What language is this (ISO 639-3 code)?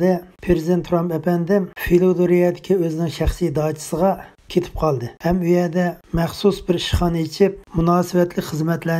uig